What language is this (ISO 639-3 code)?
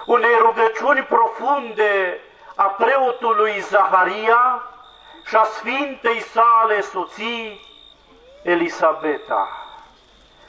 ron